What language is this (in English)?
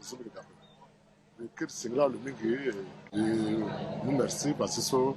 Sango